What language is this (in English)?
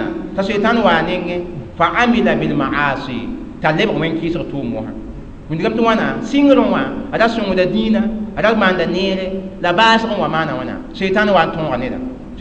Mossi